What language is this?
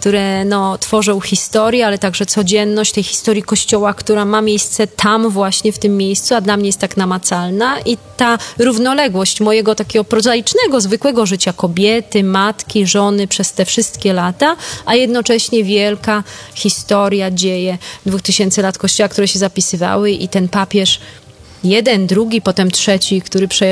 Polish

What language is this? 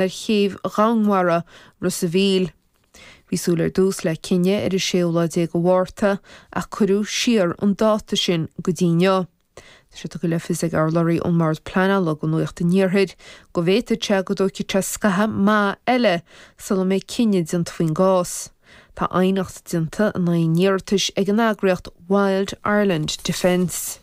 Irish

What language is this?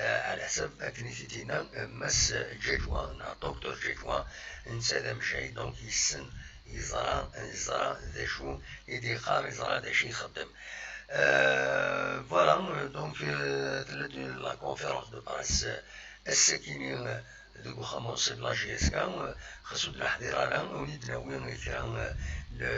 Kabyle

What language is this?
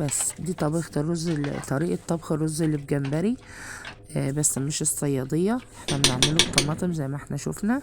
Egyptian Arabic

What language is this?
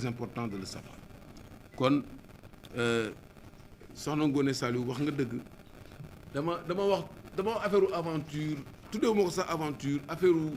Wolof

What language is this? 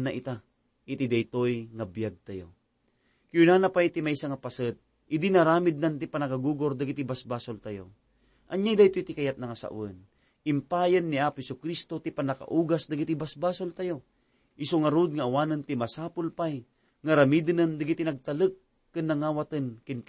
Iloko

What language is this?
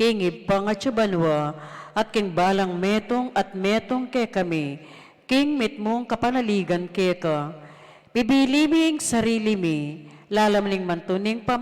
Pampanga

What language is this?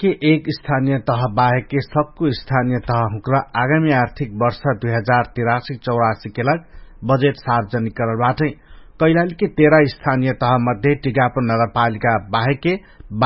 Dangaura Tharu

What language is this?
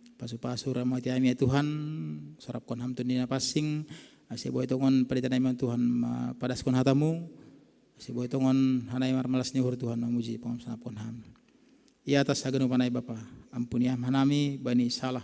Batak Simalungun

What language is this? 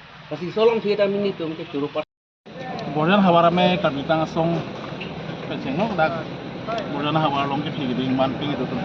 Karbi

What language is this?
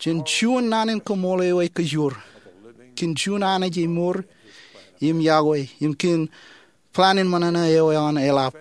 Marshallese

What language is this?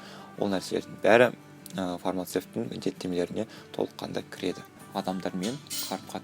Kazakh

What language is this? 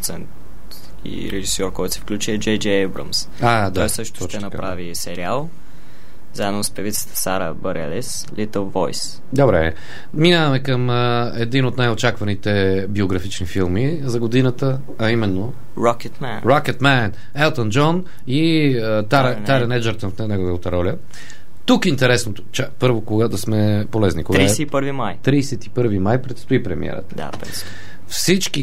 Bulgarian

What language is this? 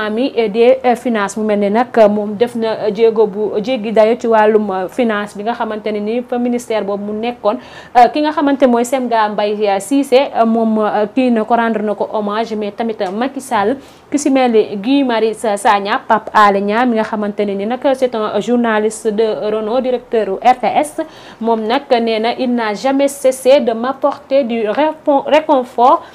Wolof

